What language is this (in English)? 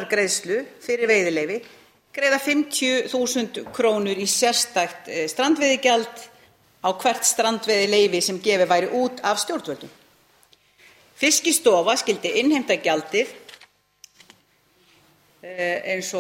Icelandic